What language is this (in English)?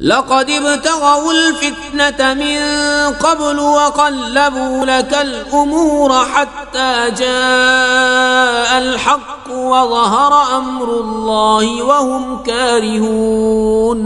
Kashmiri